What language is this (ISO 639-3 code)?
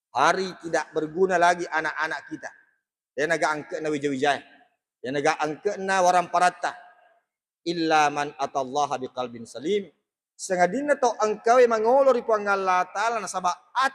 bug